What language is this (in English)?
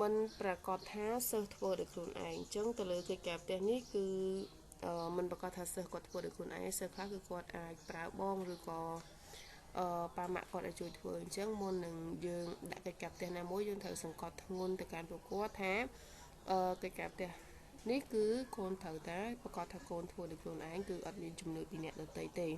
Khmer